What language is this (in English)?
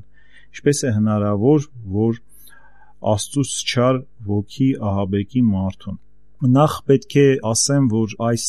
Armenian